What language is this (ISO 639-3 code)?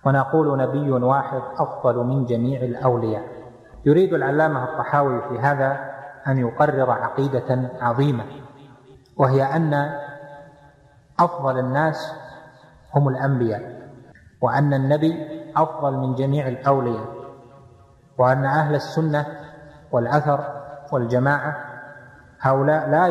ara